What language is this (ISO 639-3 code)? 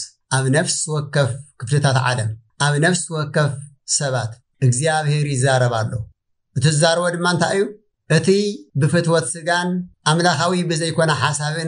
tir